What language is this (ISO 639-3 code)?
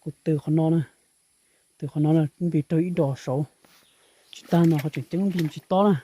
hmn